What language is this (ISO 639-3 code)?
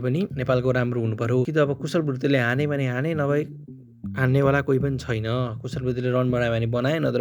nep